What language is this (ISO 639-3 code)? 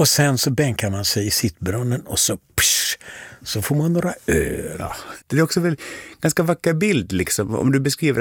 swe